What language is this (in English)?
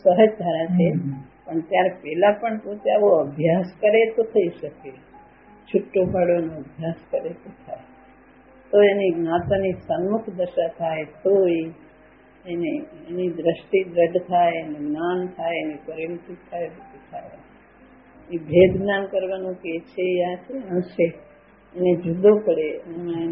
Gujarati